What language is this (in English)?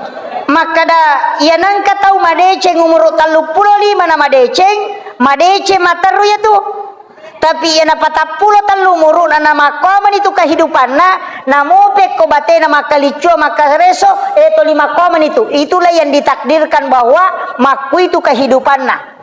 Buginese